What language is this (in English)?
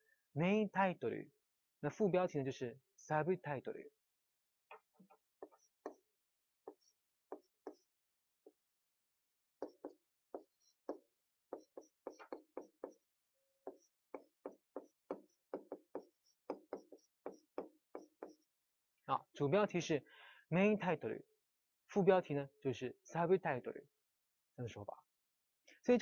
Chinese